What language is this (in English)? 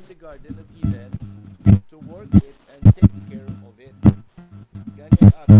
Hiligaynon